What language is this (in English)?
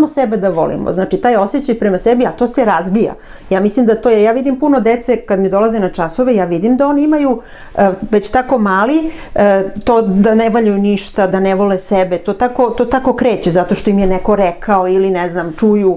Serbian